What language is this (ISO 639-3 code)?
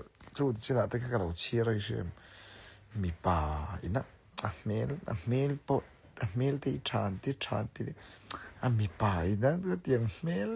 lus